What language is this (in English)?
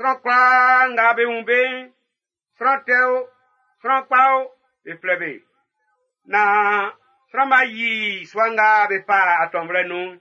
Baoulé